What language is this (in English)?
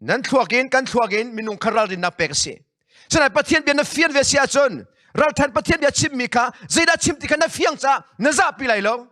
Hakha Chin